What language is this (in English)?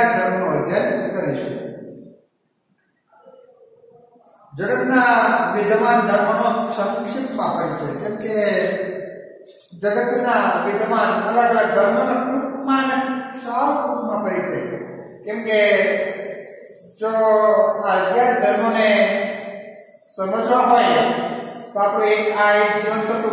Gujarati